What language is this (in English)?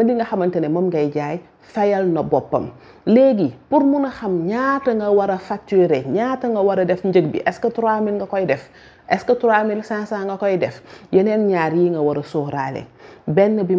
Wolof